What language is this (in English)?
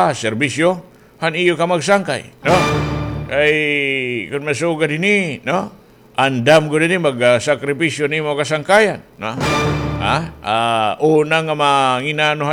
Waray